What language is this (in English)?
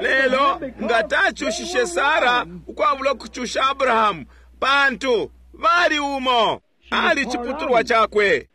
Bemba